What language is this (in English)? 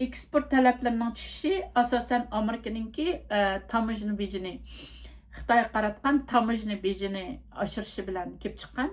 Uyghur